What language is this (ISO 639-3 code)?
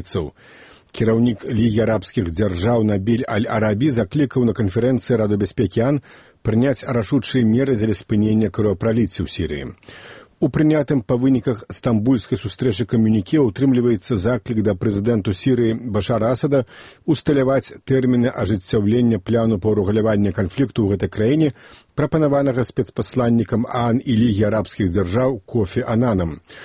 bel